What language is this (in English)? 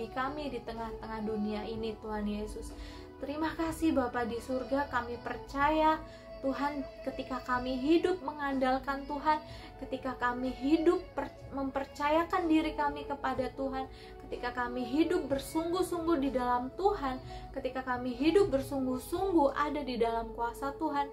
Indonesian